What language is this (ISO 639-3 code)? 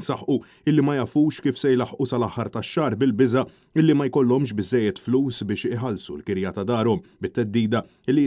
mlt